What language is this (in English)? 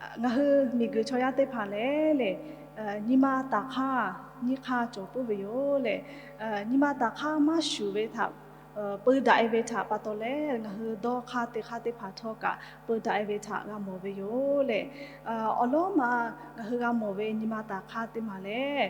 Lahu